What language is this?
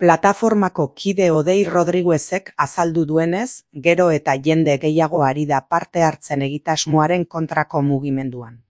Basque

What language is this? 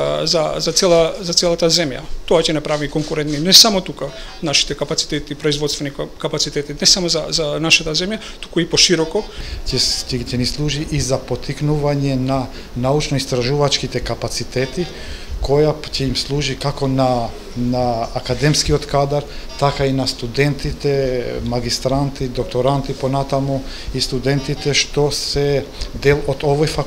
Macedonian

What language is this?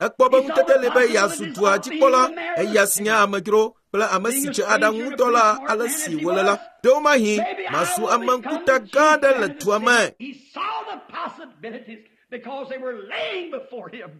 Ewe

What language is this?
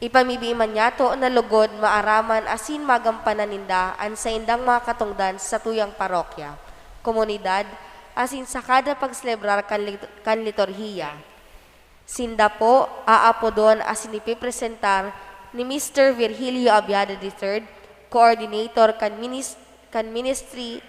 Bikol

